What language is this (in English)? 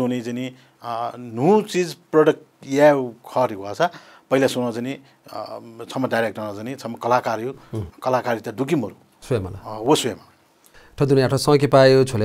Newari